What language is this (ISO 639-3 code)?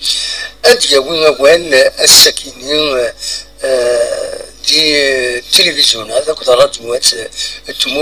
kab